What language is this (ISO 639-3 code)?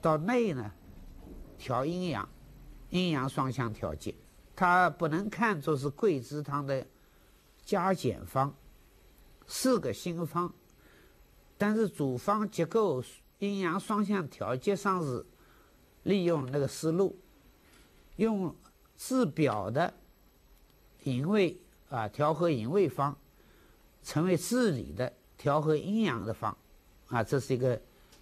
zho